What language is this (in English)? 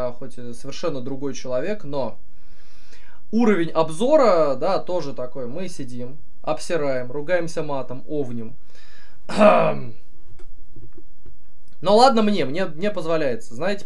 Russian